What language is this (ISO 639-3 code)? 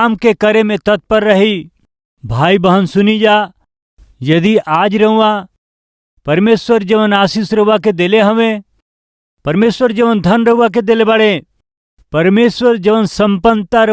bho